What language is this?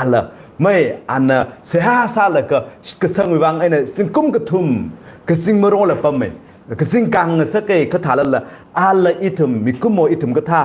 Tangkhul Naga (India)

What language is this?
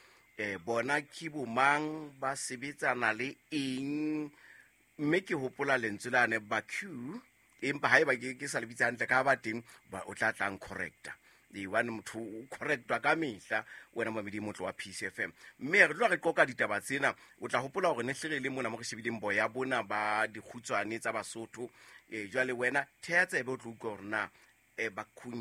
Southern Sotho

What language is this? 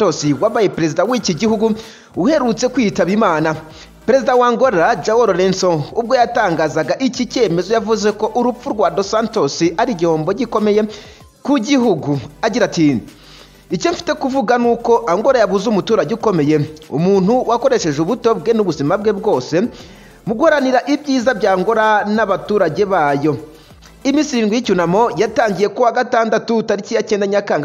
Kinyarwanda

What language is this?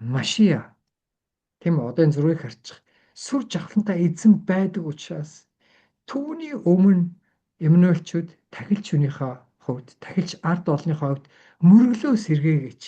Mongolian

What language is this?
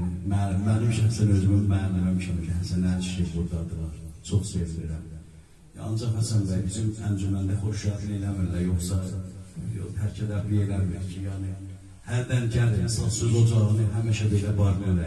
South Azerbaijani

